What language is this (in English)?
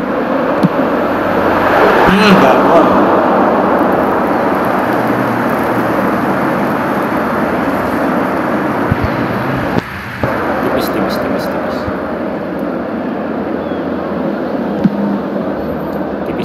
Indonesian